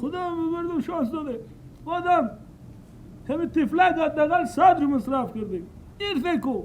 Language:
Persian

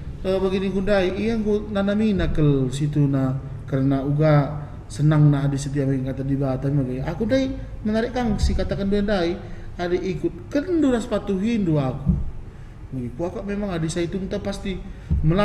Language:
Batak Karo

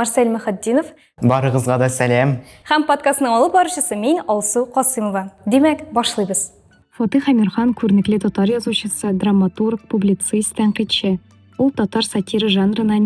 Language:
Tatar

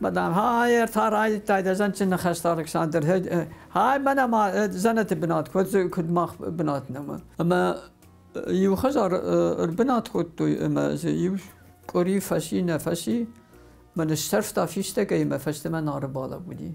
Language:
Ossetic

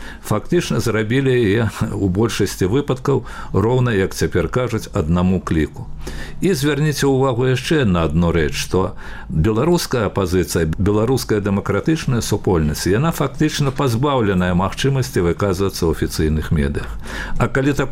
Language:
Belarusian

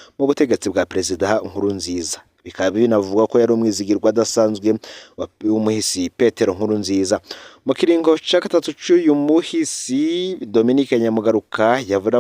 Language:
Rundi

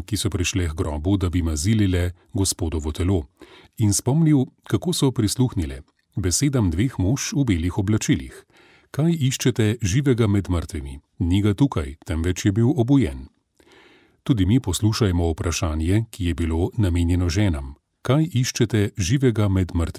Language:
Slovenian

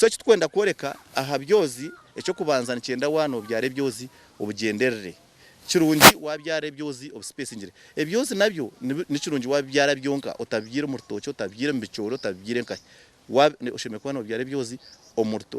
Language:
Nyankole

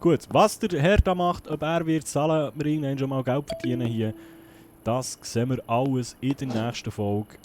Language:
Swiss German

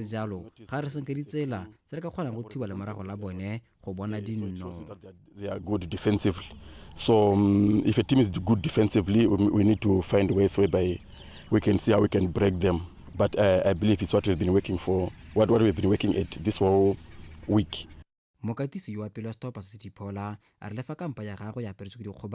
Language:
Tswana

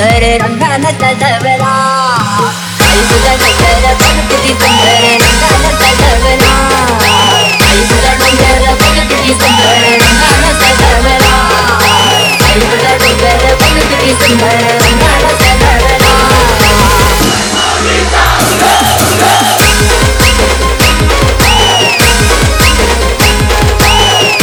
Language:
Marathi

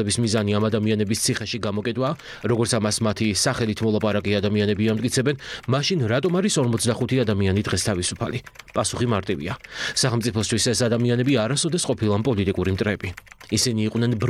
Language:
Georgian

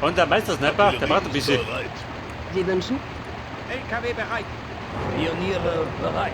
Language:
Bavarian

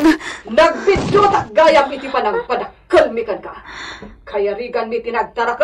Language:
Iloko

